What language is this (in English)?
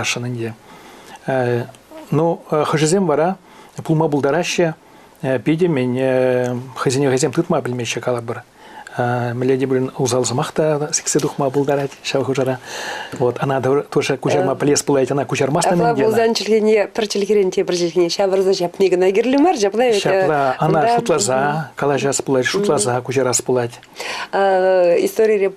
Chuvash